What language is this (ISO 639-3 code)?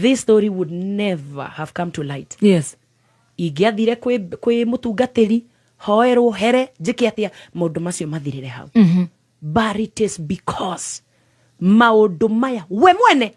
kik